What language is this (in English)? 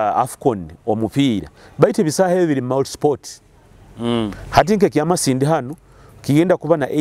Nyoro